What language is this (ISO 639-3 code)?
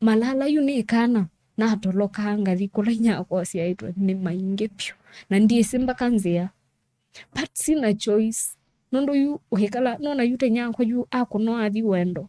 kam